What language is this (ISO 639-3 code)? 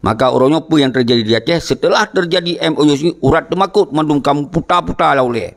ace